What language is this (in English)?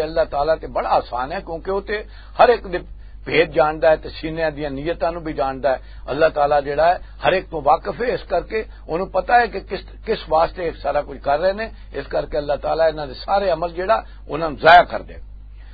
Western Panjabi